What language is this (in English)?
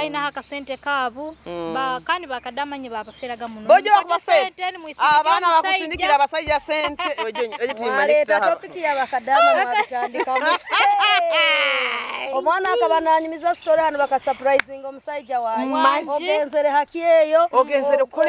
Nyoro